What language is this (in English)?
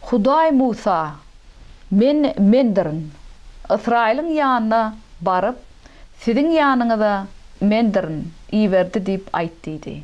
Turkmen